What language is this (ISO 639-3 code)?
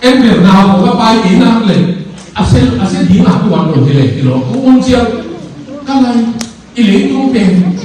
ctd